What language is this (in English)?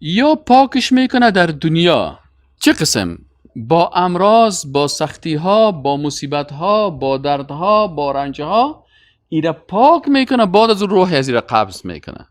Persian